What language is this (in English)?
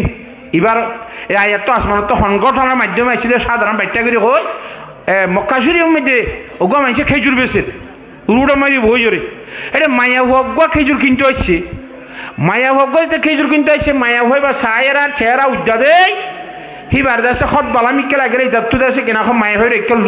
Rohingya